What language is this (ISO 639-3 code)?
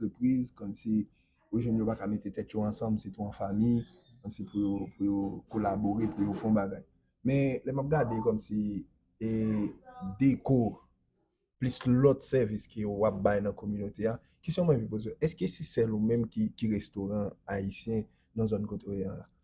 hat